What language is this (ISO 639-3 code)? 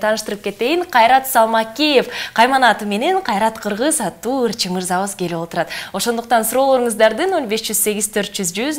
kir